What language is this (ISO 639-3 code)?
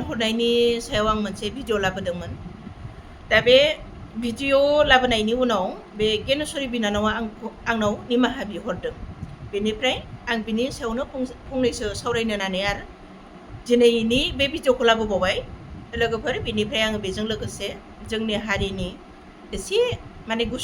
brx